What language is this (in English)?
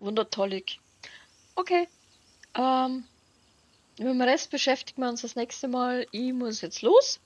Bavarian